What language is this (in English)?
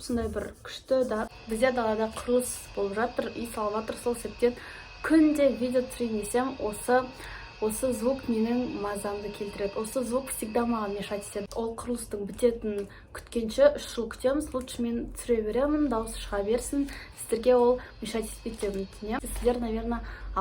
Kazakh